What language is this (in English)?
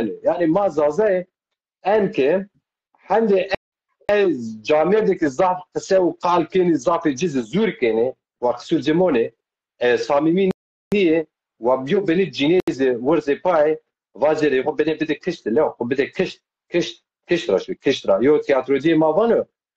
Zaza